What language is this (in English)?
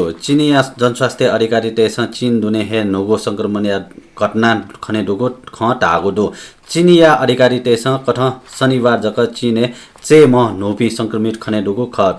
Newari